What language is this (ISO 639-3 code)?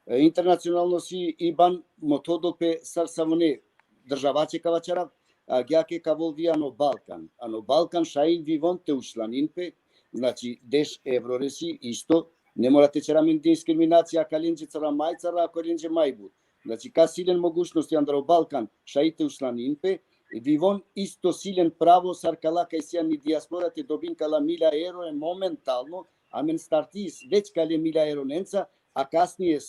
rmn